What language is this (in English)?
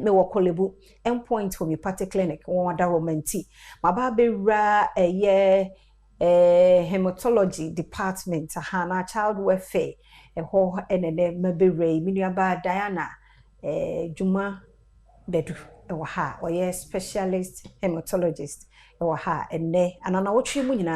Akan